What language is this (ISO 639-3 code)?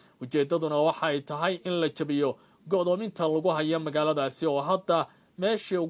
som